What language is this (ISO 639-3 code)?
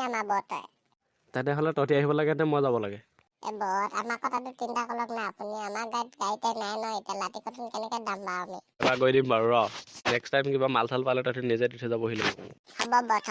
asm